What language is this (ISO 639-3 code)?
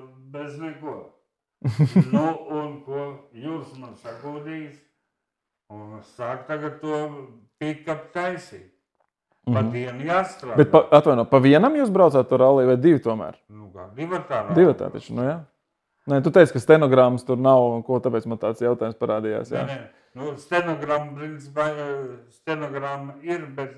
lav